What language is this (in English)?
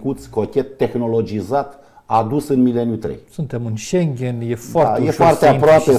Romanian